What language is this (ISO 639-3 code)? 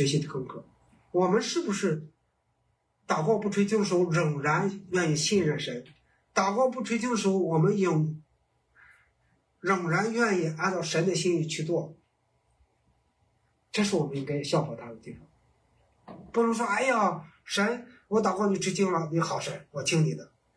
zho